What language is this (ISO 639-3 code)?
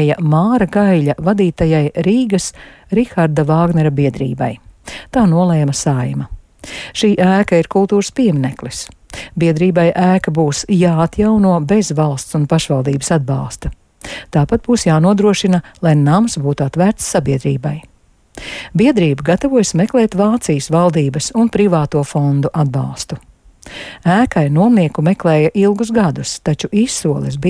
lav